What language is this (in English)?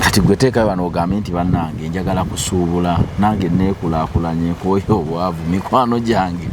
Ganda